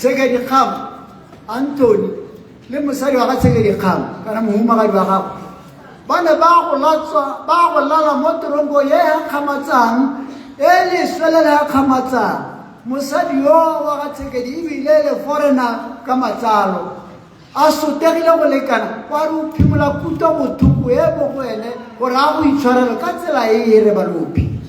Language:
Tswana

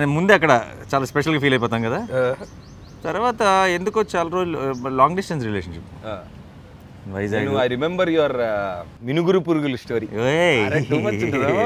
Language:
Telugu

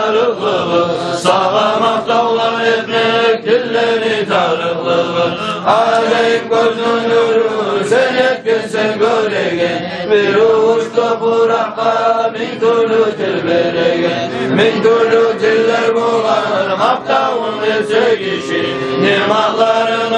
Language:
Kumyk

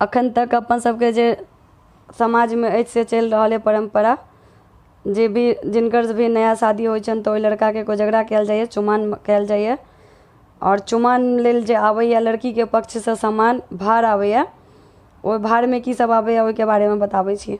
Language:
Maithili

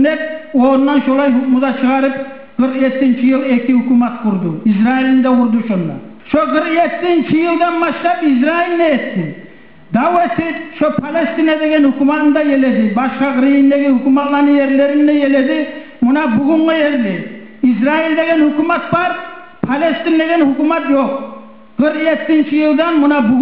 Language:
Kumyk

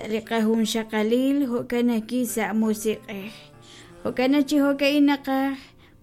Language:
Kekchí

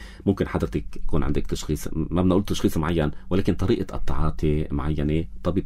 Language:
North Levantine Arabic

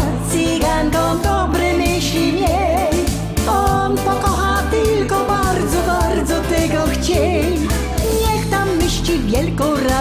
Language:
Silesian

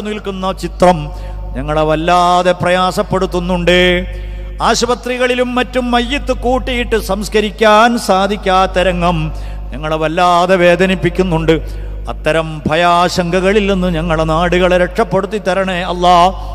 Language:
Malayalam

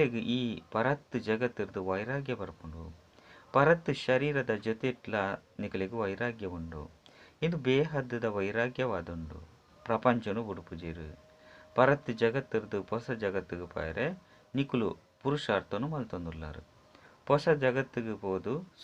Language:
Tulu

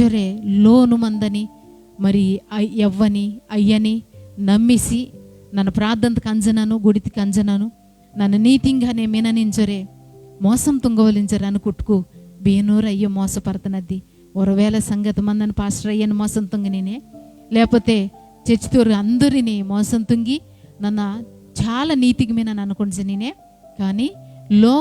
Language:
Koya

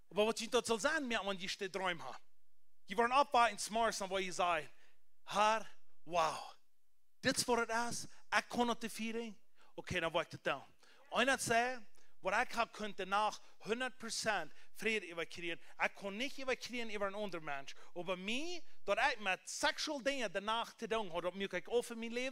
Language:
Plautdietsch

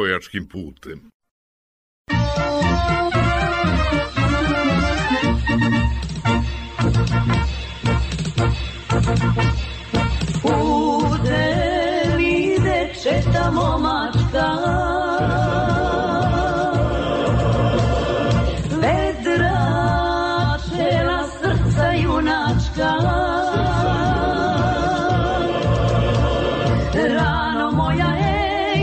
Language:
Serbian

